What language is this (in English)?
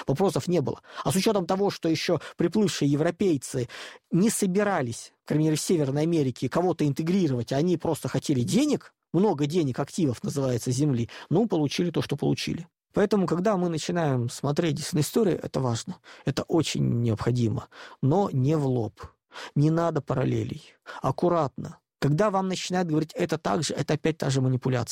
Russian